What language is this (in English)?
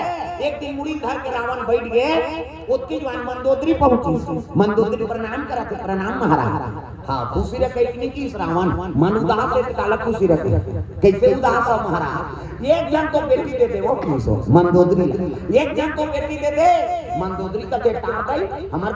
Chhattisgarhi